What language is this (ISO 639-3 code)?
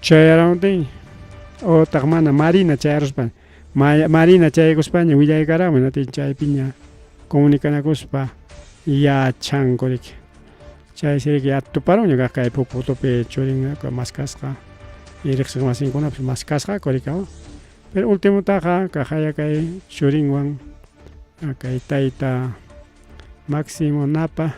quy